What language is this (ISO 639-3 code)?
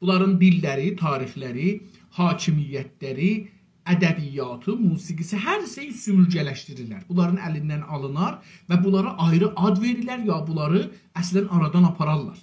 azb